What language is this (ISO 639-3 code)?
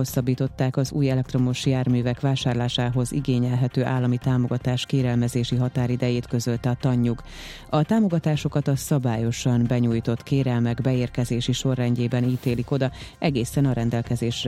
hun